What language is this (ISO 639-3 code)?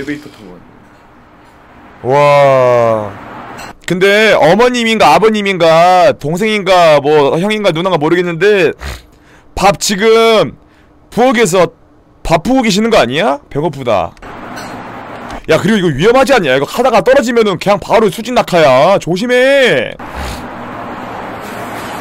kor